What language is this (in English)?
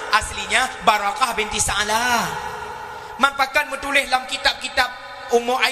Achinese